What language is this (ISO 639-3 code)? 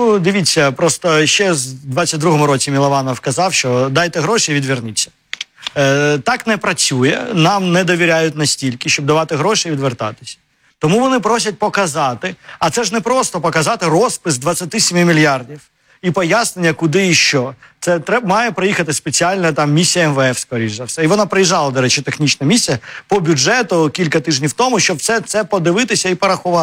ukr